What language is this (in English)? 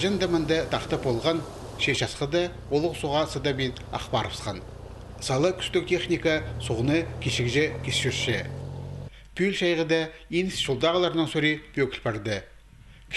Khakas